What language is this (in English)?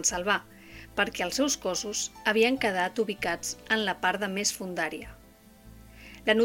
Catalan